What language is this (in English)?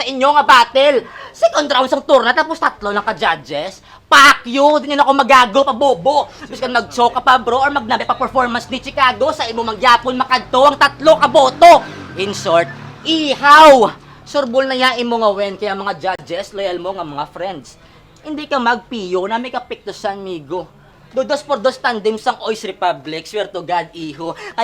Hiligaynon